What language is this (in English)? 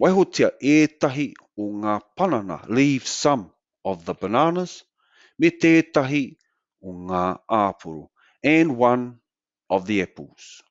Māori